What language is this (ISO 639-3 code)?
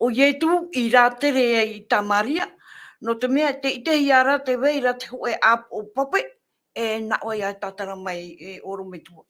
tah